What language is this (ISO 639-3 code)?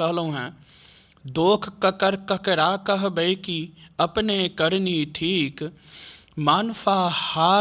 mai